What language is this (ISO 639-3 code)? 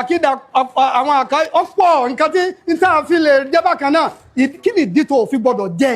yor